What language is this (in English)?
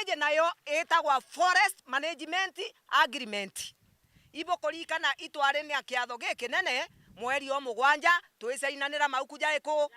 Meru